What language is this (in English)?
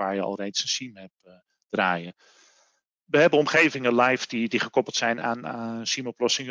Dutch